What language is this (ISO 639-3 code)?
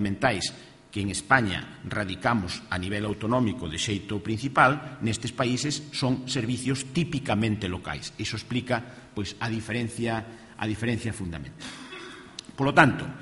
glg